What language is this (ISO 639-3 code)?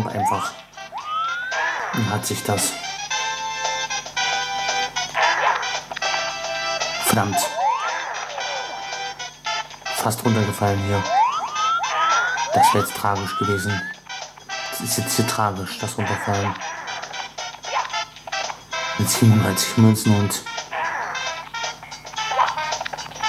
deu